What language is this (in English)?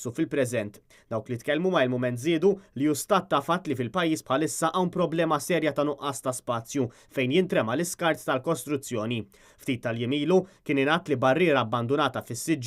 Maltese